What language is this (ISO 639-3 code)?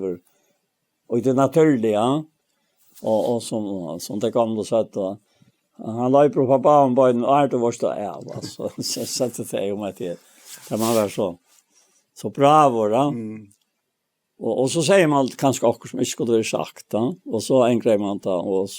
fao